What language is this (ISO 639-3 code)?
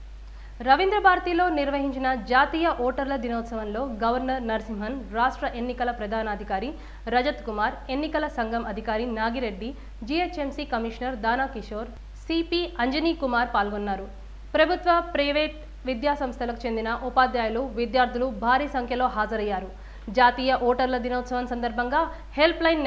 tel